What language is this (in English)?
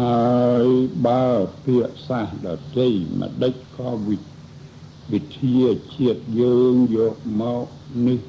Khmer